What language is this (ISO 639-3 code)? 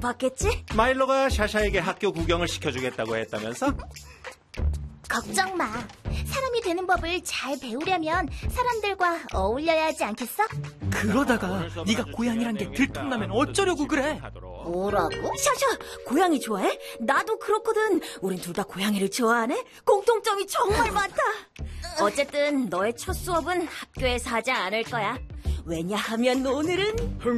kor